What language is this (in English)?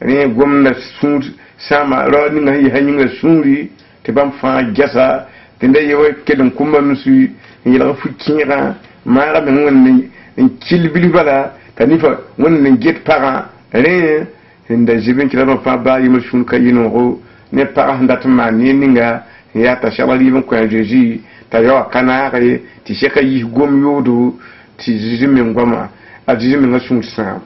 Mossi